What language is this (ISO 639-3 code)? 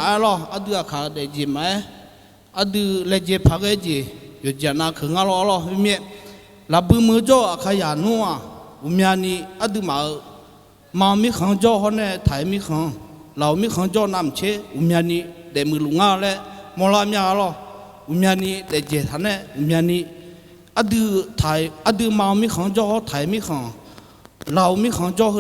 ahk